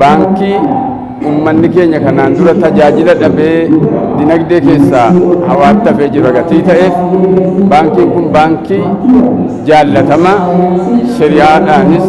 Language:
Oromo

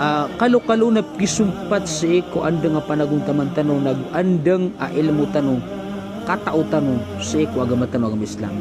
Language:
Maranao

